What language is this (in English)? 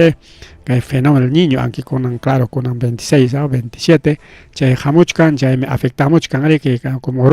Ayacucho Quechua